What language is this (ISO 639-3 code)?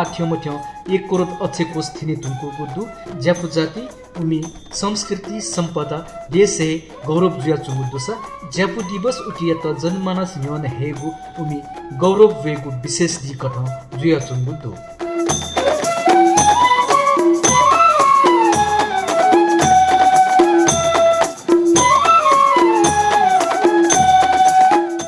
new